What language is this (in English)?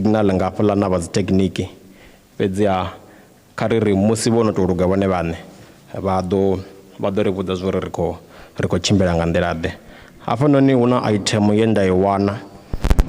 Venda